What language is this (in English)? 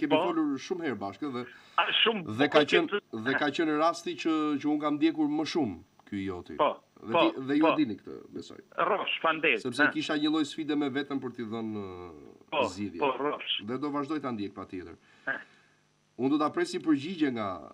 Albanian